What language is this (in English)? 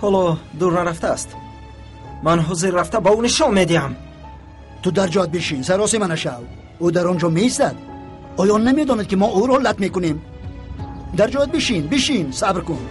Tajik